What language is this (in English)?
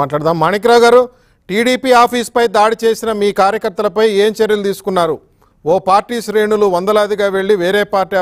Telugu